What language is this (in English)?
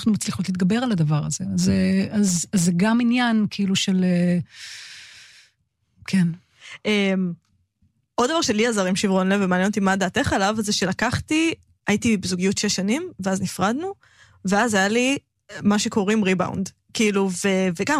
Hebrew